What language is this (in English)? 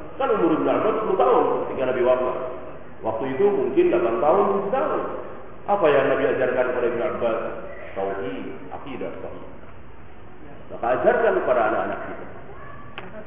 Indonesian